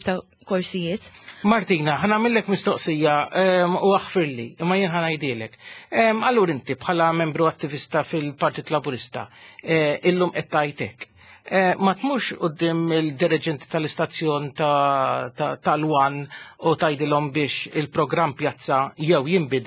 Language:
Maltese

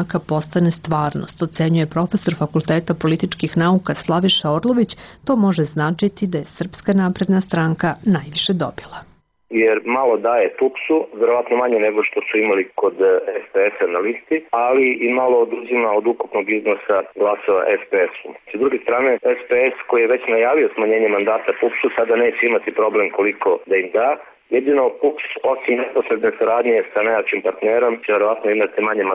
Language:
Serbian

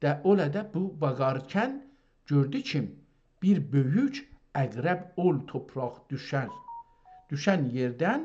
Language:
South Azerbaijani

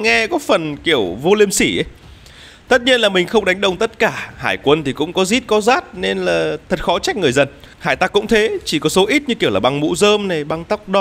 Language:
Vietnamese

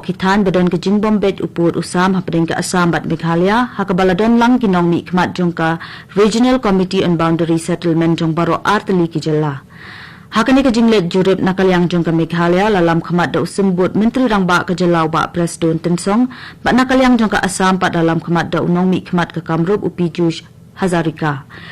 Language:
Khasi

